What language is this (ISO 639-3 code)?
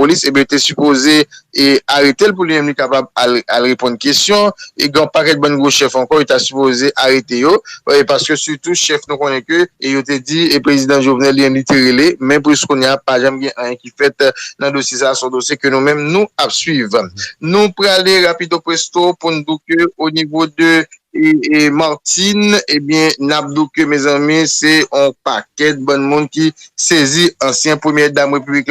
hat